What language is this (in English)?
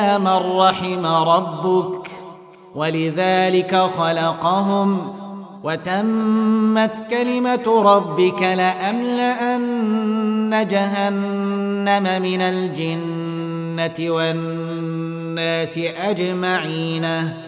Arabic